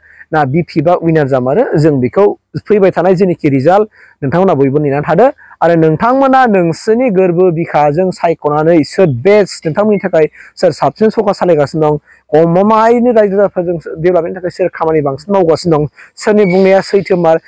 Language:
Bodo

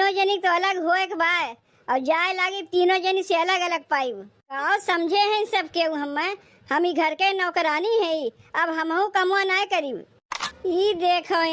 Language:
Awadhi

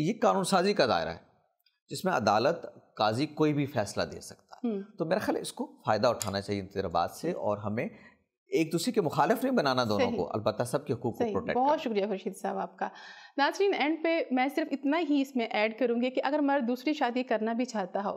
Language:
Urdu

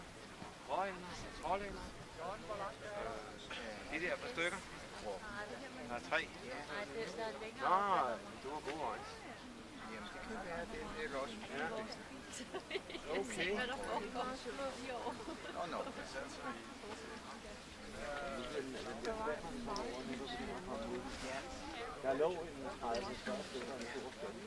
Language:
Danish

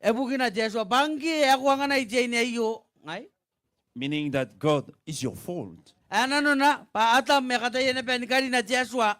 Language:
Gilbertese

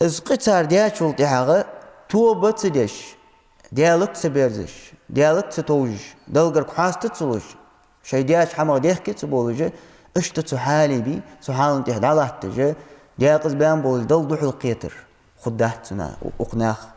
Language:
Ingush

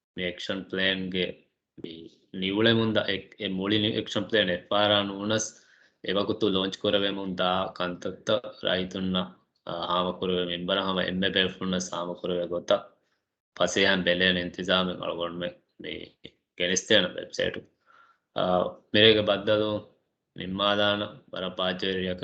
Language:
Divehi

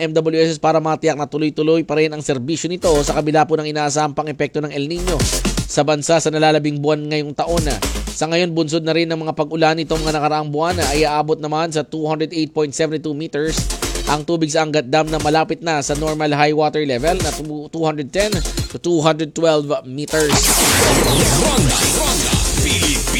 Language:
Filipino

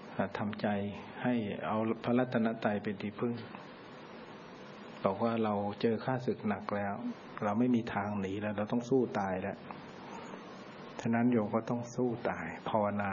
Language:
Thai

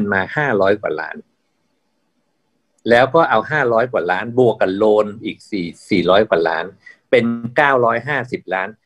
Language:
Thai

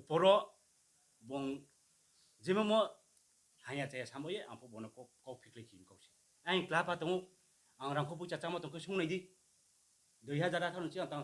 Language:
Riang (India)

